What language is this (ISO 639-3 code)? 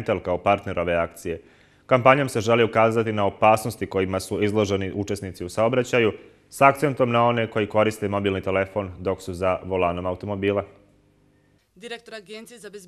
bos